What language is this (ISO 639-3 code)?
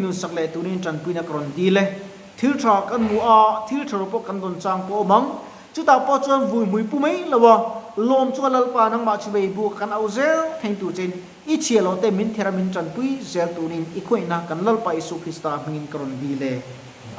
lus